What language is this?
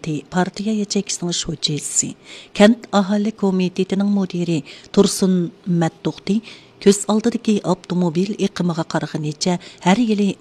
Uyghur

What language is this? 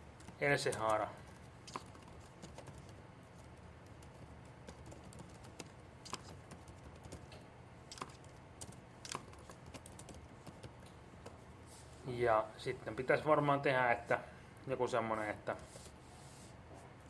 Finnish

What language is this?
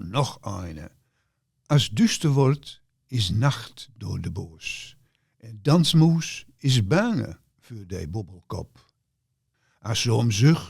Gronings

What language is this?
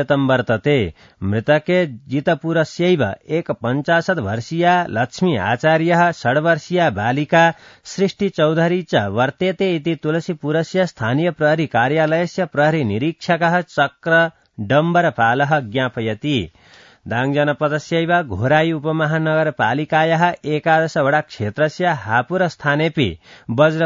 Sanskrit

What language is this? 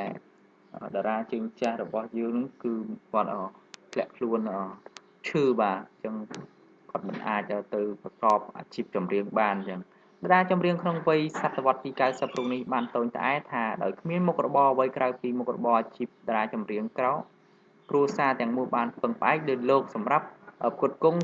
Khmer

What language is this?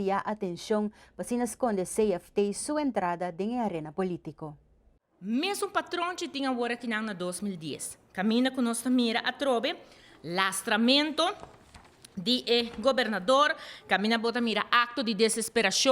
Papiamento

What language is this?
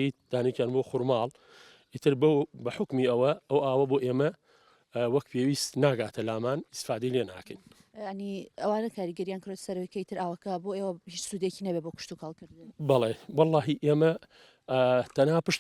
Central Kurdish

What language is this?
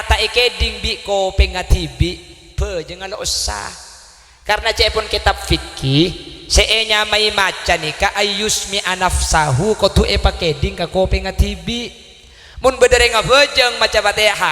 Madurese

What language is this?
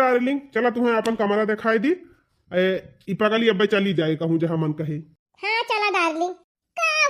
Awadhi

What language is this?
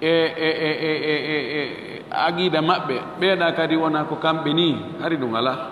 Fula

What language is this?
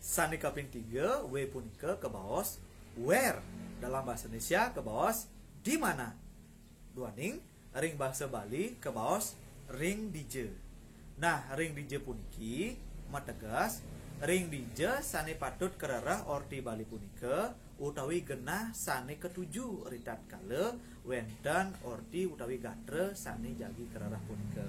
Balinese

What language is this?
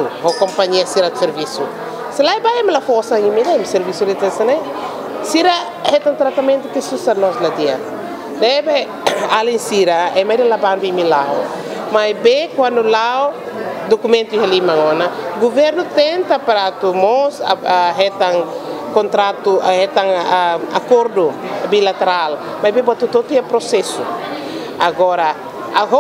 Tetum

